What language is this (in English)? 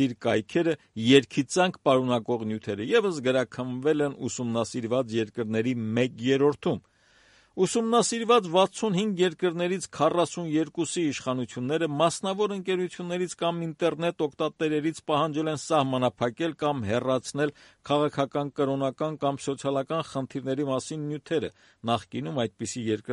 Armenian